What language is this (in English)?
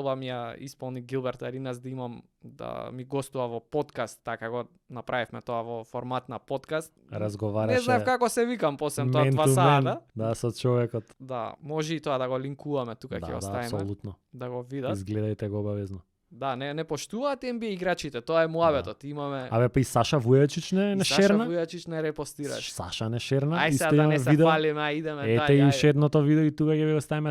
Macedonian